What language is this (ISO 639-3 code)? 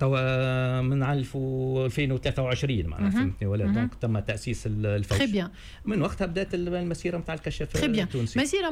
aeb